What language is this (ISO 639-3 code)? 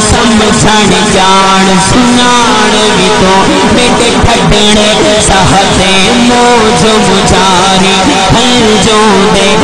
skr